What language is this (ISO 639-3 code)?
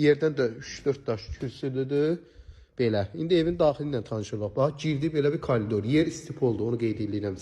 aze